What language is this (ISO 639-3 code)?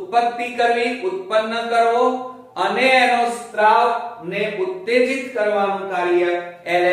guj